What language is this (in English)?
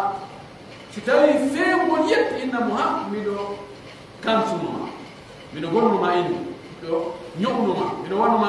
Pular